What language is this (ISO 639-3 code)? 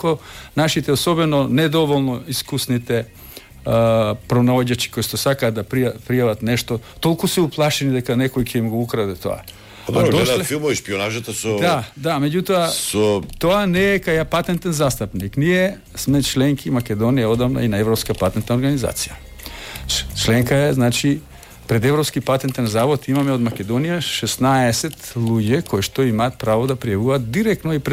mkd